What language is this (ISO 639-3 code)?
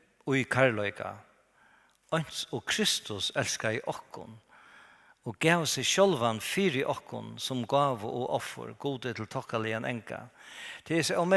fao